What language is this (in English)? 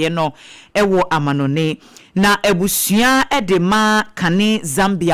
Akan